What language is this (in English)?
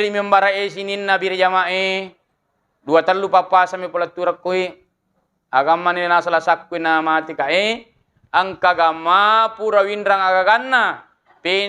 Buginese